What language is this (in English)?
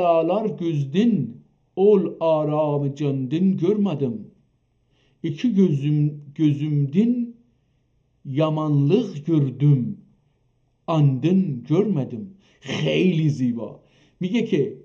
South Azerbaijani